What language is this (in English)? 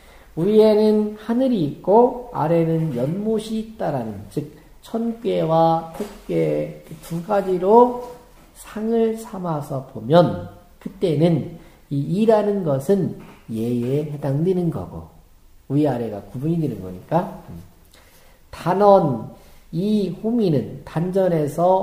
Korean